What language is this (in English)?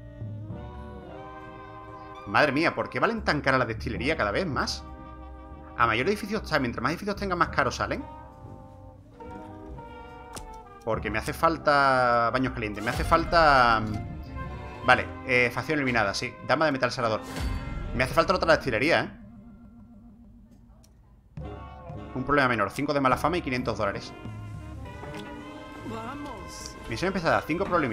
Spanish